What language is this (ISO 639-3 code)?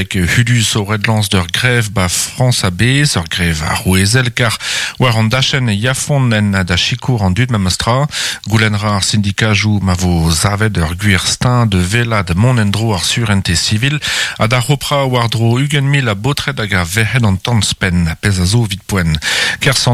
bre